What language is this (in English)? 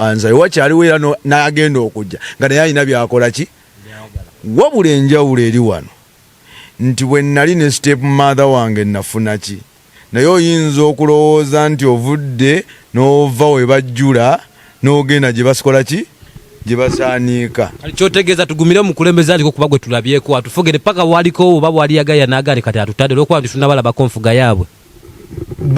Ganda